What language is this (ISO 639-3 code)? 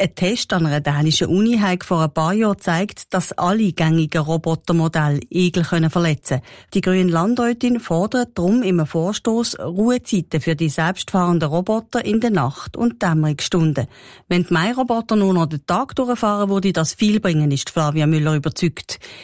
deu